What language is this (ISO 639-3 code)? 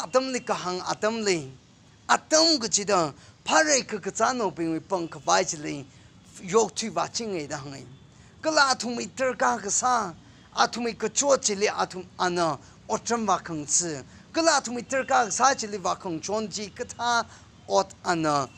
nmf